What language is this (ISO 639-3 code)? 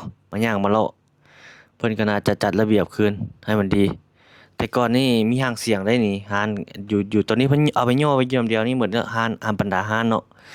lao